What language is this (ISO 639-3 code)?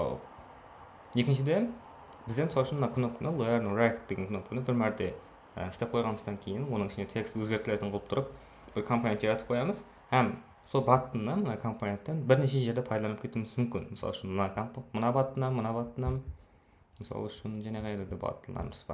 kaa